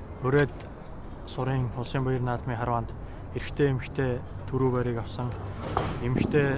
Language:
Mongolian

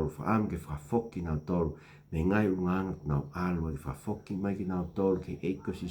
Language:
Tongan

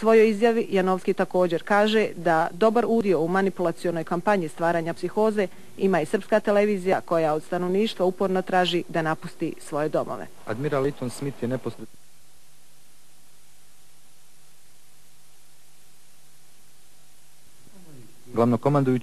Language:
Bosnian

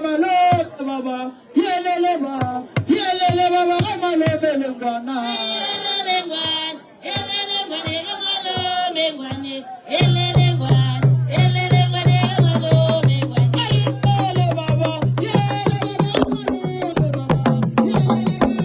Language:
Northern Sotho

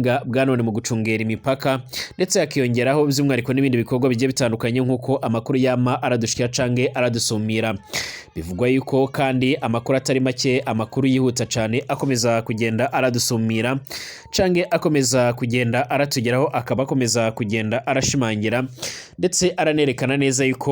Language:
Rundi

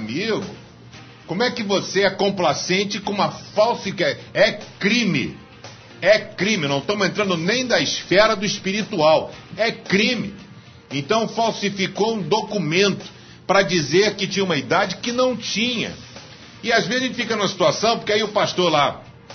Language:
Portuguese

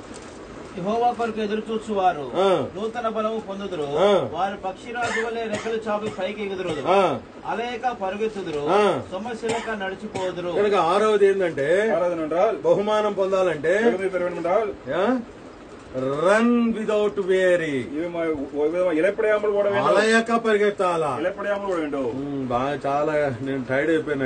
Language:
Telugu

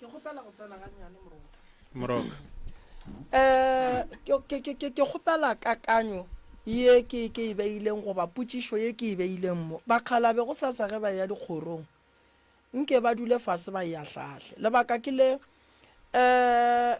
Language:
Northern Sotho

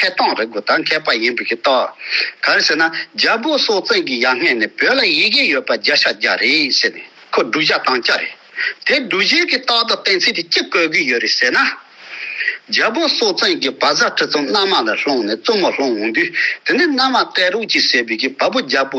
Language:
Tibetan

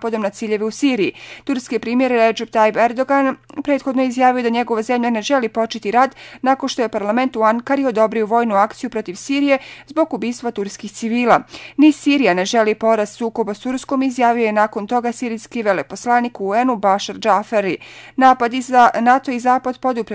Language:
Bosnian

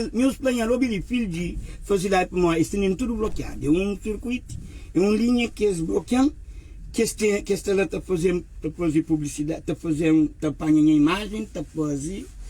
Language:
Kabuverdianu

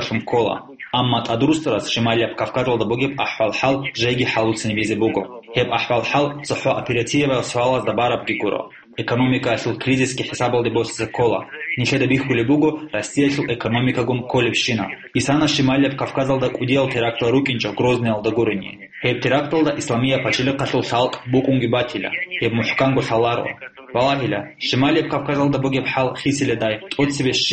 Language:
Avaric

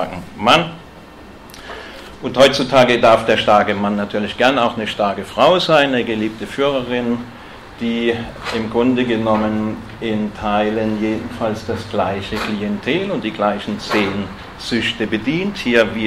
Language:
German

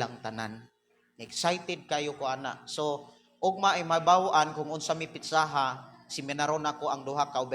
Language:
Cebuano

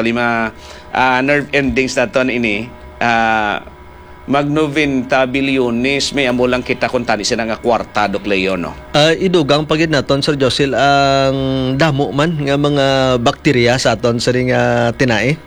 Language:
Hiligaynon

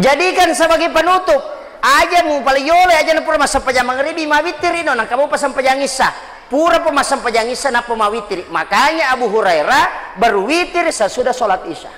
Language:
Buginese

